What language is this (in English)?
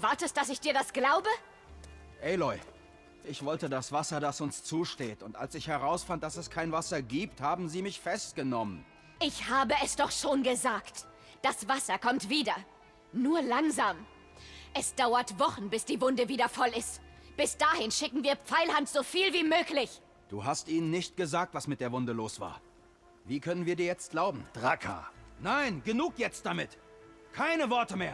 Bavarian